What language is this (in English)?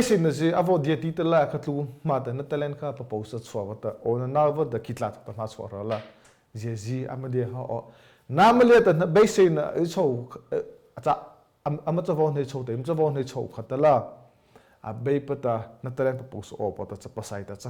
Mara Chin